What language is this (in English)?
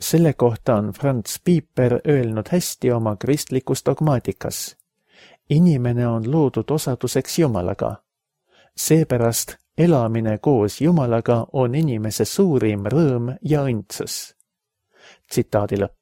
Estonian